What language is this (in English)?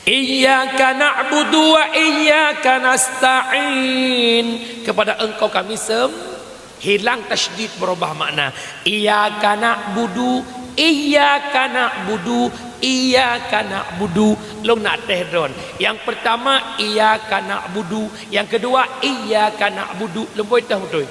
Achinese